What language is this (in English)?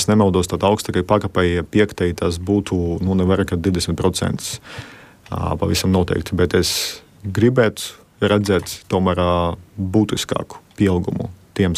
Latvian